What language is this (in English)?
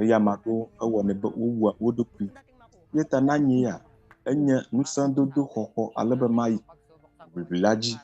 Ewe